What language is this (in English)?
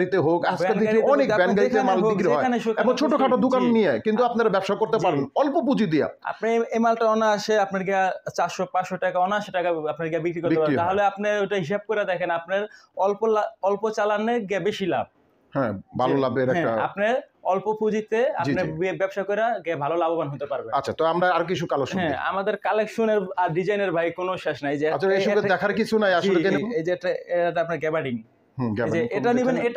Bangla